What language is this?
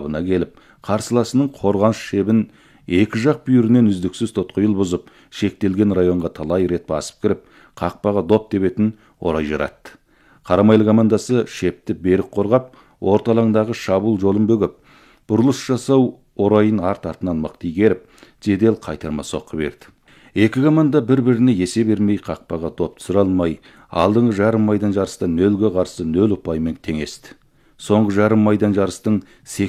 Kazakh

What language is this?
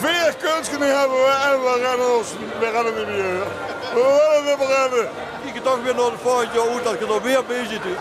Limburgish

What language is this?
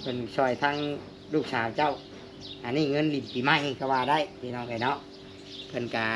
Lao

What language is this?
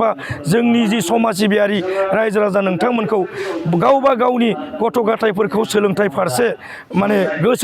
Bodo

